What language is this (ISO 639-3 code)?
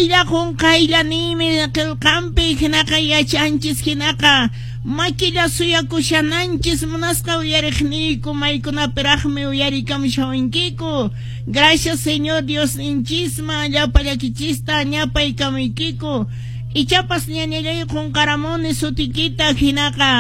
que